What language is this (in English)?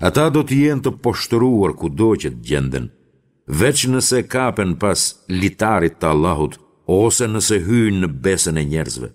Albanian